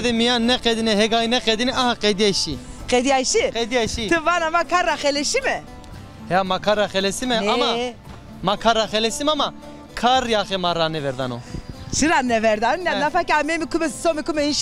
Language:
Zaza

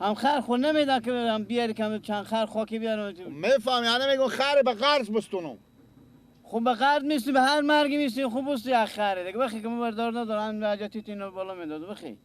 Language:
Persian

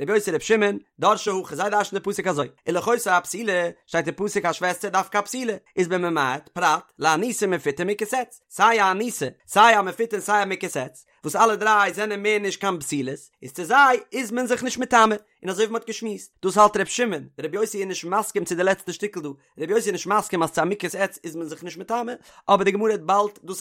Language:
Yiddish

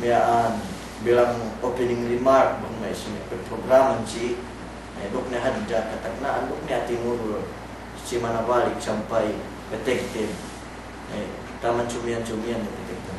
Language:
Yakan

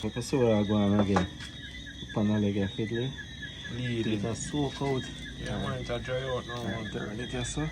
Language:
Jamaican Creole English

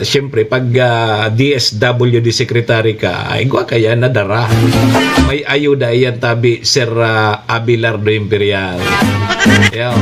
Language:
Bikol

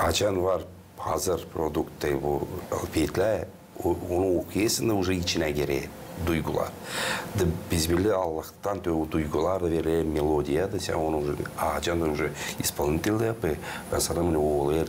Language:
Gagauz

